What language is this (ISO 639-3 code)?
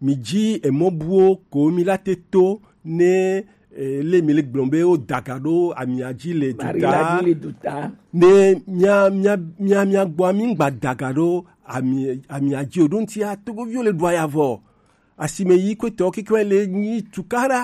gej